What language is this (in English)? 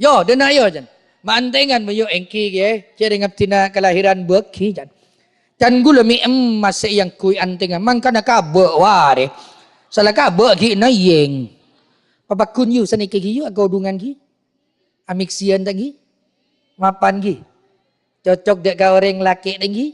Madurese